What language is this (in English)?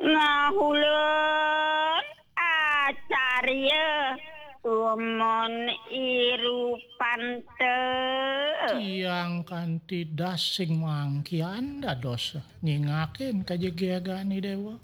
Balinese